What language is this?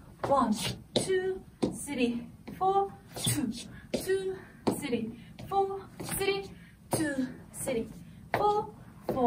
Korean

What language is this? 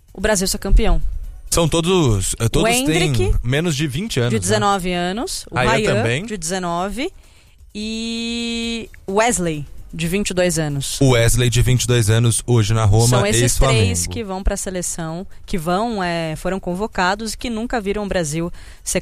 Portuguese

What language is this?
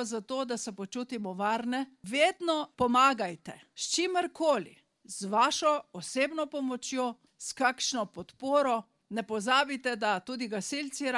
Slovenian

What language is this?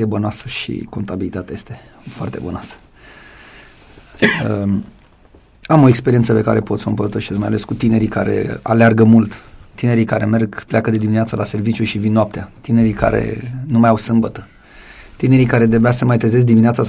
Romanian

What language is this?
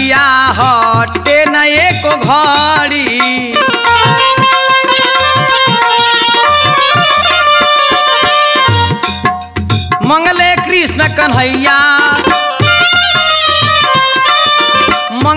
Bhojpuri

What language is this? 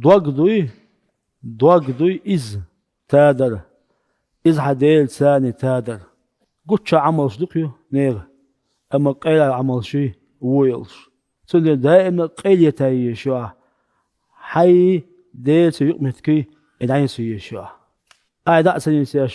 Chechen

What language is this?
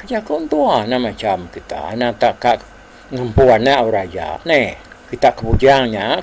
Iban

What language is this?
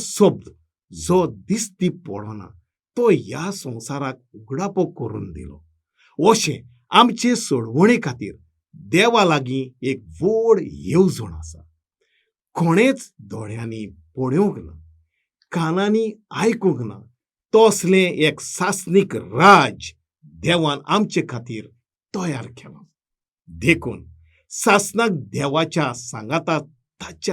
Konkani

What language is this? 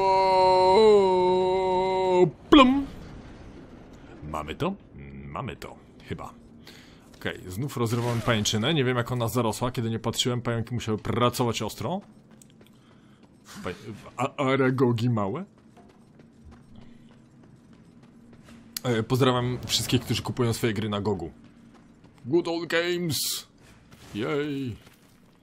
Polish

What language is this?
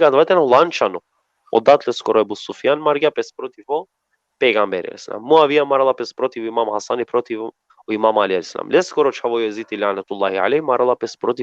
Balkan Romani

